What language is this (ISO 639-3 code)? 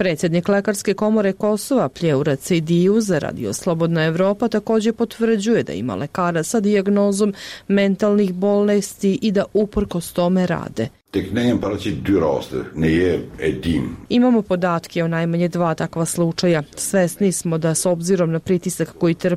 srp